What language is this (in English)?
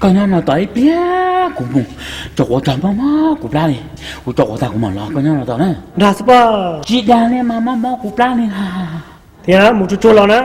Hmong